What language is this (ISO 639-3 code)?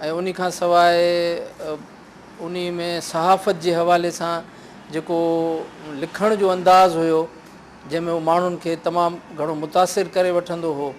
snd